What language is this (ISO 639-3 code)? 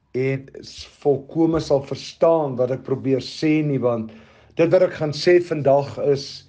afr